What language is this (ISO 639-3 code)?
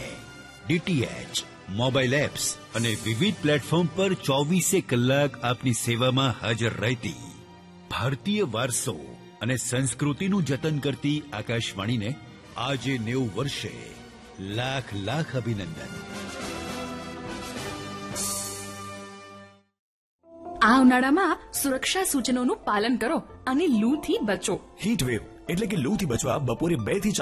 guj